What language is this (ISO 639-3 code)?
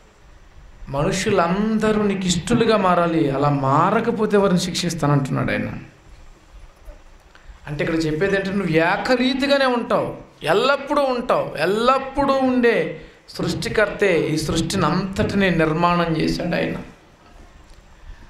tel